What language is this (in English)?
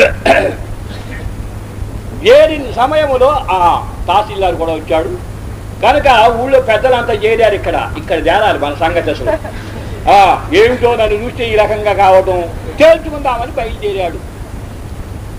Telugu